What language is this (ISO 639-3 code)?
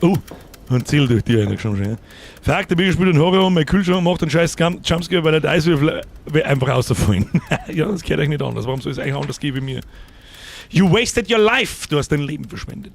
bar